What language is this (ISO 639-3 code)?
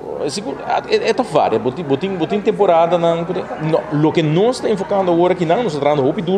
pap